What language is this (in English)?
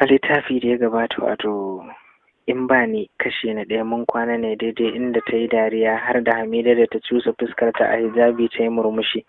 Hausa